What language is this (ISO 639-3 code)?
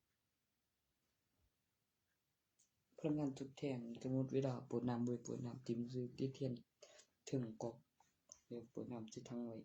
tts